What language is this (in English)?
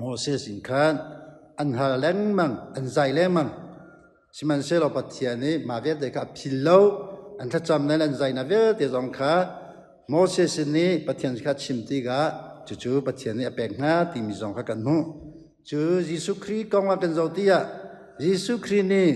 Hakha Chin